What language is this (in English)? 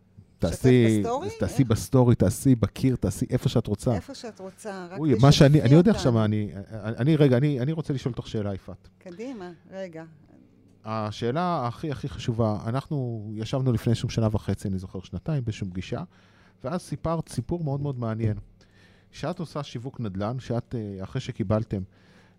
Hebrew